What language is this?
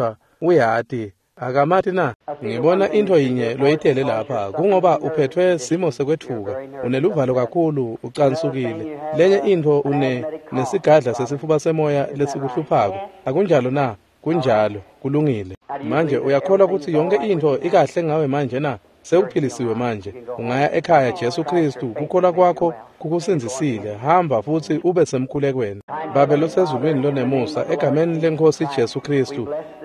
Swati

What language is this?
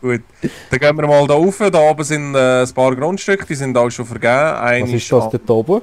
Swiss German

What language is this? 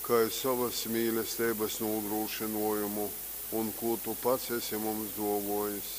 Latgalian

